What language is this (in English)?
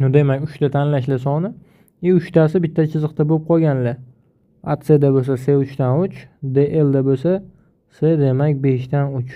Uzbek